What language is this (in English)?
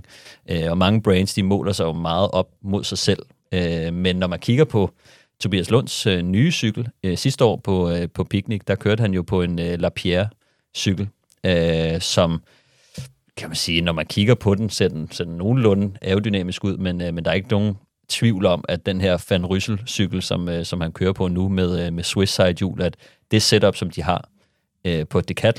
Danish